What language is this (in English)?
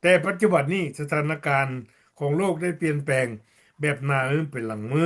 Lao